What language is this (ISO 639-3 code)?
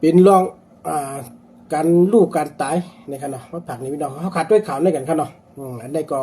shn